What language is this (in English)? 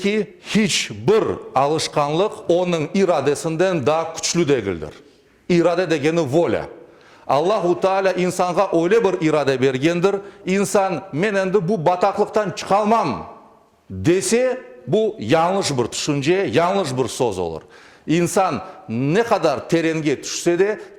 Crimean Tatar